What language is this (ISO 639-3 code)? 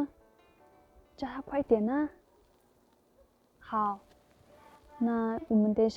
tay